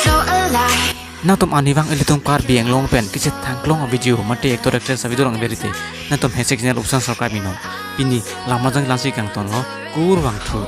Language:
Karbi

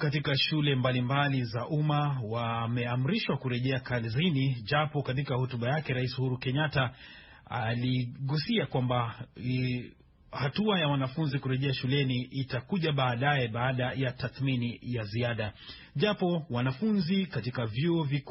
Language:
Swahili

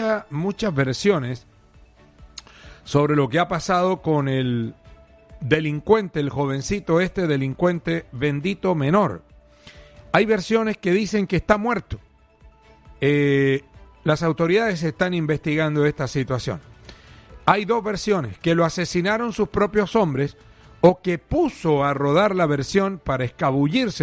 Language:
Spanish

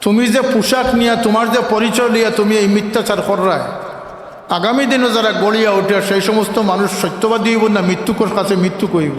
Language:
Sylheti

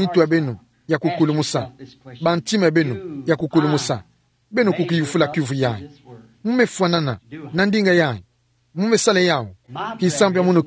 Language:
Kituba (Democratic Republic of Congo)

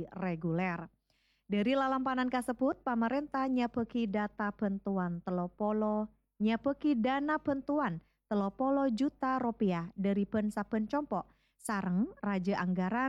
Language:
Madurese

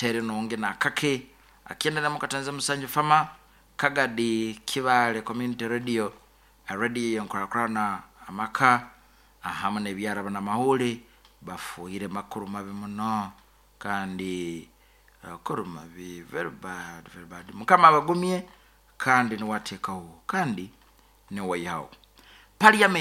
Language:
Nyoro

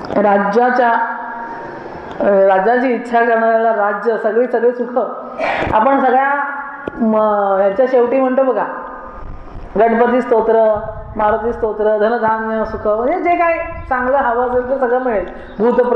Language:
Marathi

